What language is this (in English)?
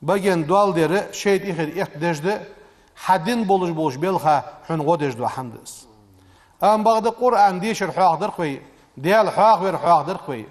Ingush